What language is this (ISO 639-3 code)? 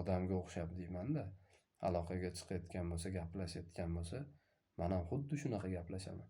uzb